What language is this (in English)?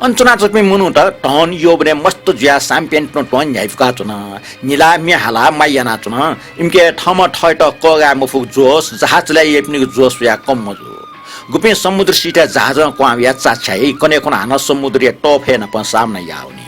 Newari